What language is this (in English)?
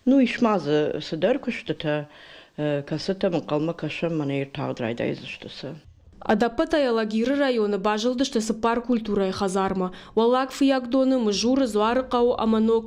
Ossetic